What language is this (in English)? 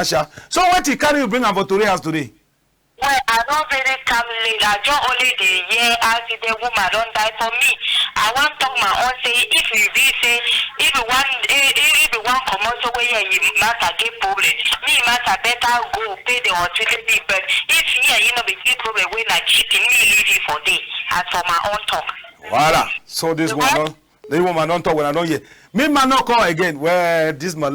Cameroon Pidgin